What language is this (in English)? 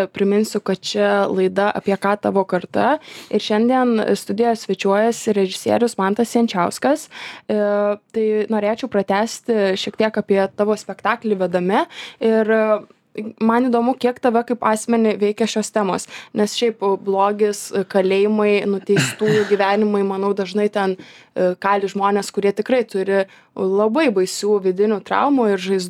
Lithuanian